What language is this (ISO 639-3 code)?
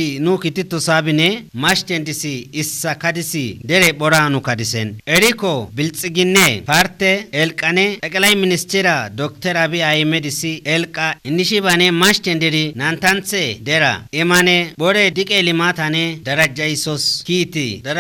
kbr